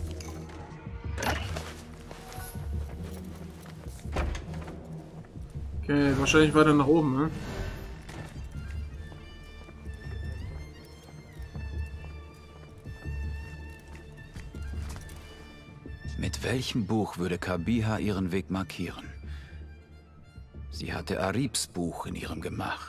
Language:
German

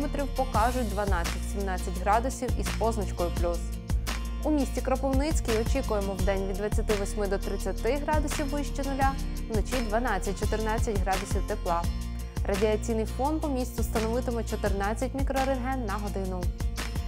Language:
Ukrainian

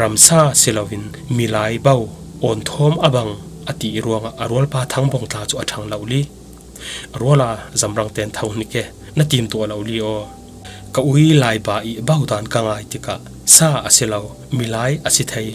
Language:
Falam Chin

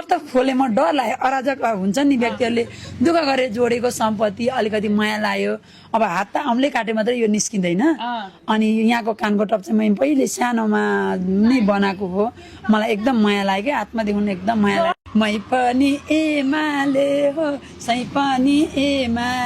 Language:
Nepali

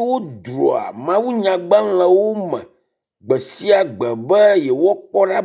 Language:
Ewe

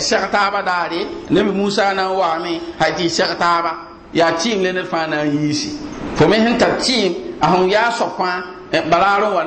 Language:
Mossi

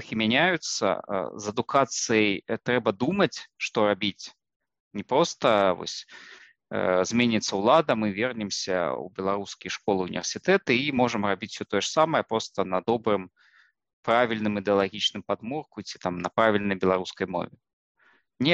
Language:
Belarusian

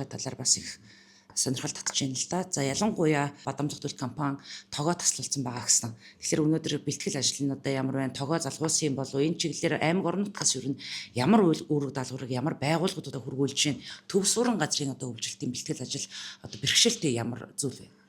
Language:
Mongolian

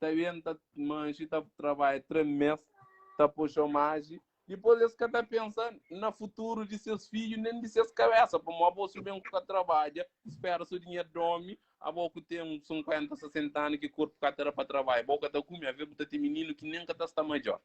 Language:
Kabuverdianu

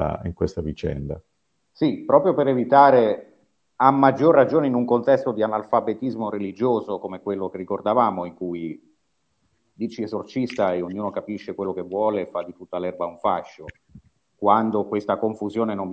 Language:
Italian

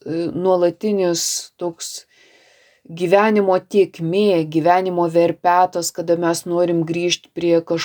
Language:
Lithuanian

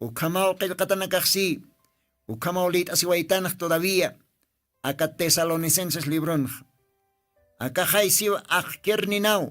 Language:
Aymara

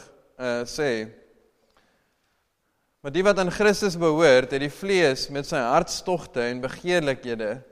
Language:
Afrikaans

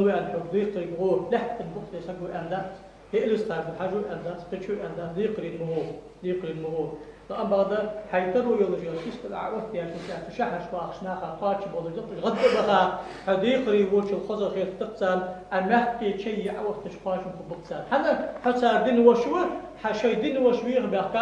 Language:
Ingush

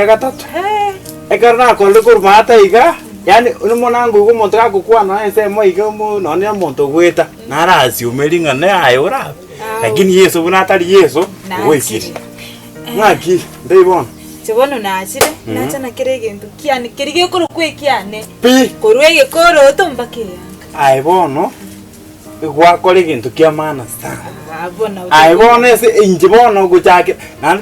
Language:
Gusii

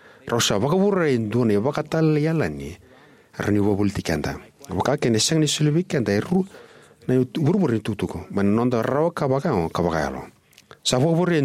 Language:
Fijian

